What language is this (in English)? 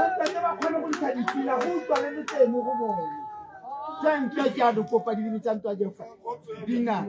Tswana